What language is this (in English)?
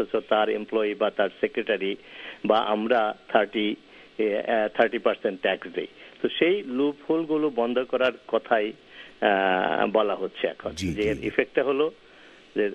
Bangla